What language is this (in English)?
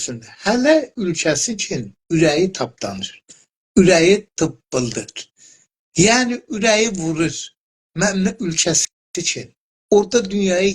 South Azerbaijani